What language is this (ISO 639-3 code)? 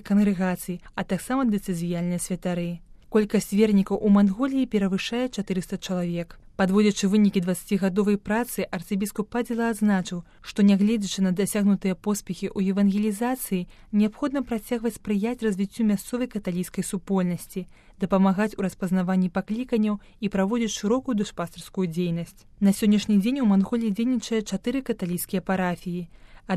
bel